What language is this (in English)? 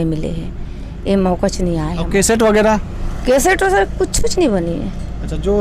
Chhattisgarhi